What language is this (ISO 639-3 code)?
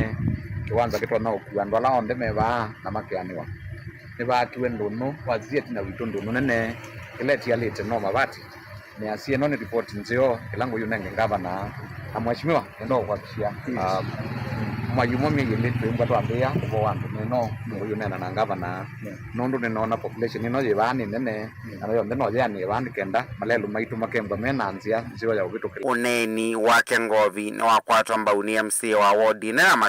kam